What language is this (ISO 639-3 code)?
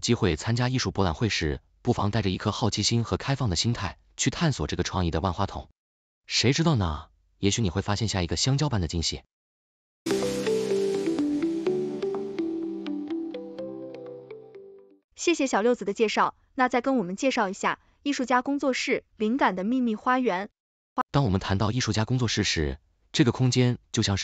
zho